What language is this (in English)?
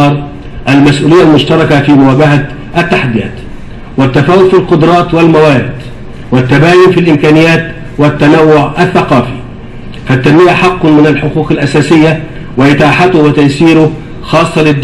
Arabic